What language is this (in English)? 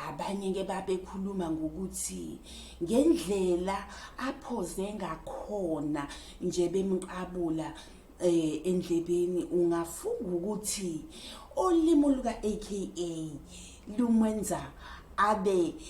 Zulu